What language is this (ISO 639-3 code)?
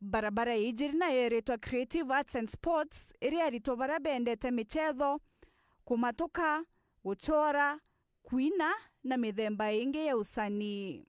mer